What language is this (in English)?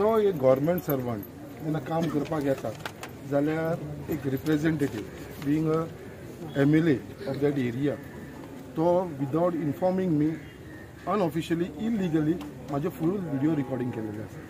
Konkani